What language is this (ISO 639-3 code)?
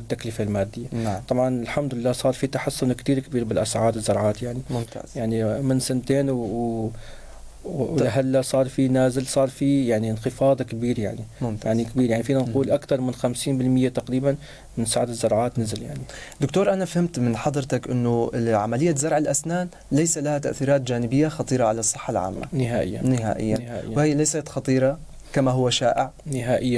apc